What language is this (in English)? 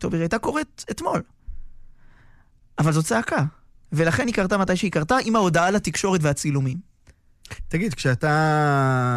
Hebrew